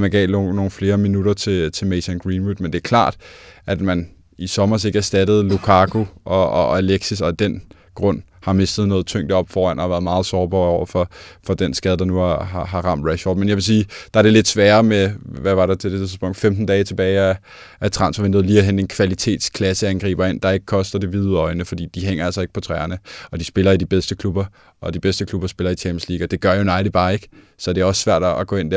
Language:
Danish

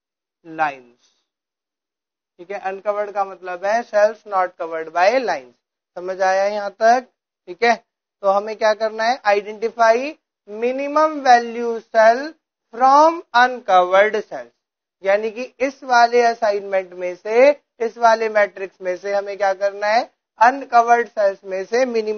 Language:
Hindi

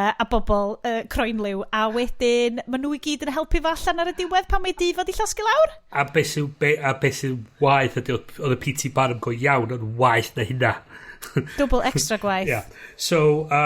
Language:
Welsh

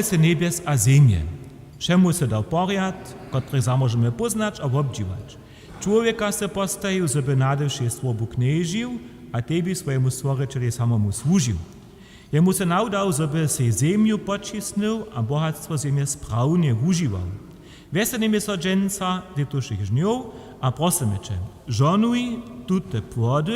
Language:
Upper Sorbian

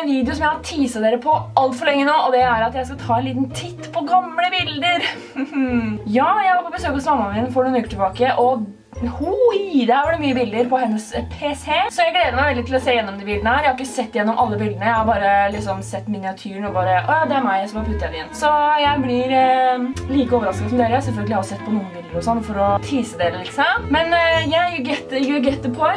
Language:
Norwegian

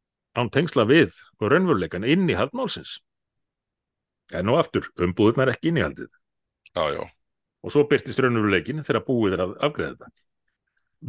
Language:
Icelandic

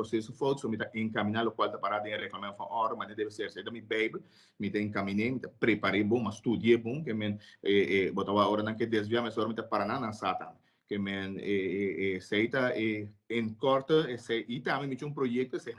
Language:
Papiamento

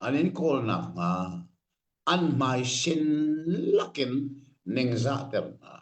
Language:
Hakha Chin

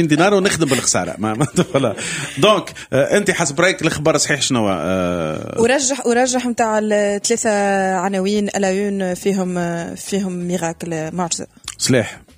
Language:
Tunisian Arabic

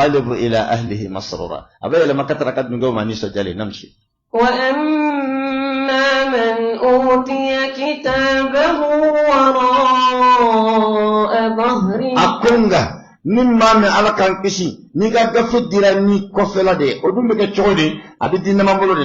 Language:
Bambara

